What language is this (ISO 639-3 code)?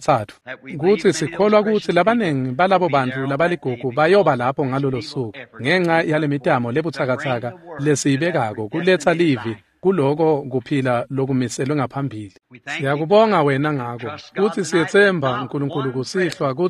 ssw